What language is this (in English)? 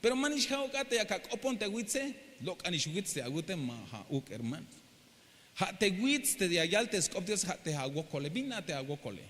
Tzeltal